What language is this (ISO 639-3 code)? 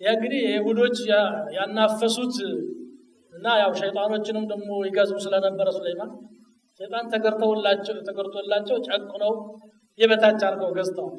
amh